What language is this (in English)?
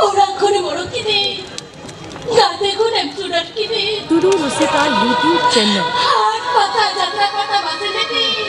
Santali